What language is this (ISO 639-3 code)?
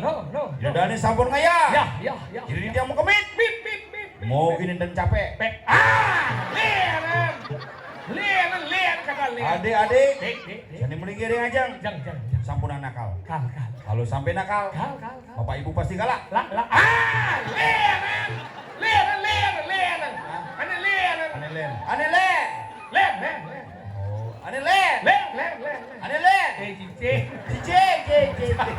ban